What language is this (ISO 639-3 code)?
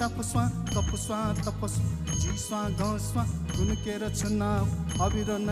new